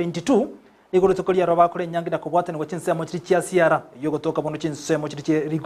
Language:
Gusii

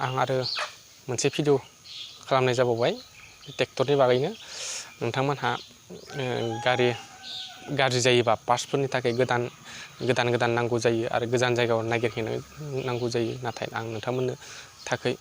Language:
Bodo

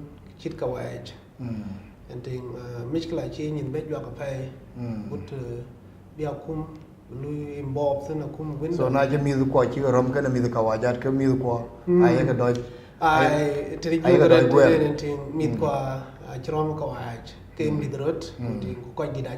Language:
Dinka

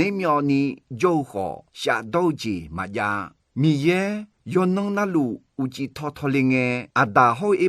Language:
Akha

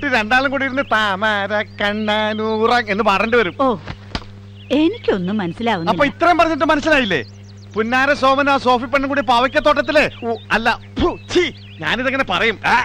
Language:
Malayalam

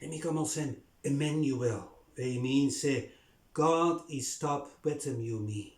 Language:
Bislama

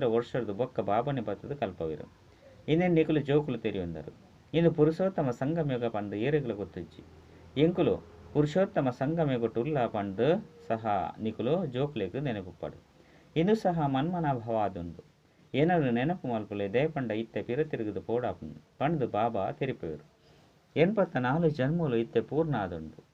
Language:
Tulu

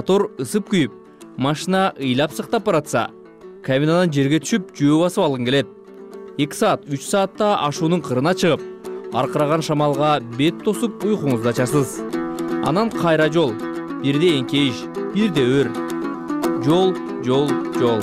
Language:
Kyrgyz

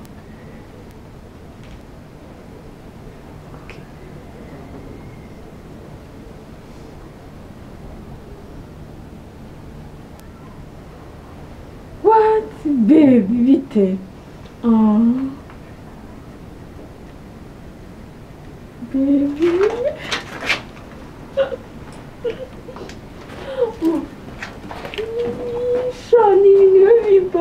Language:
Kinyarwanda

